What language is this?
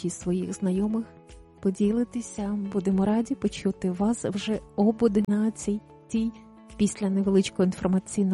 Ukrainian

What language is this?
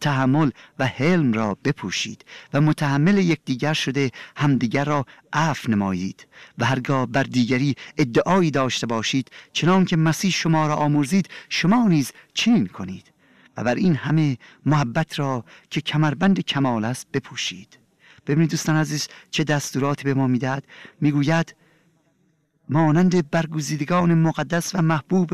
Persian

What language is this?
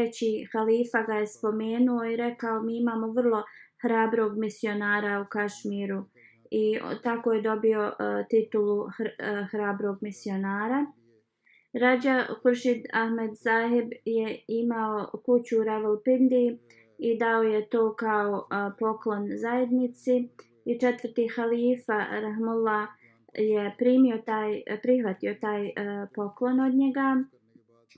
Bosnian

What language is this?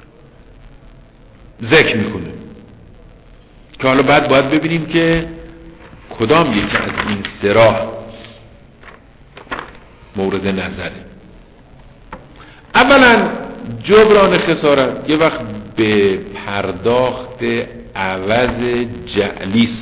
Persian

